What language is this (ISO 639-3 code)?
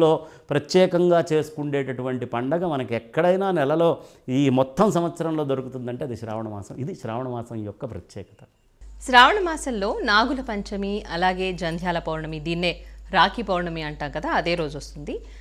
tel